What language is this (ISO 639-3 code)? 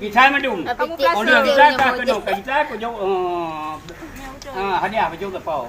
ace